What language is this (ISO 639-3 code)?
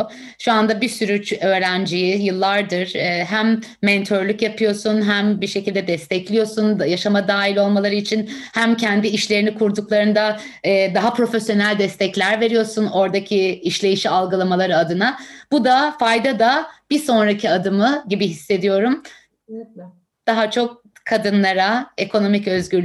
tur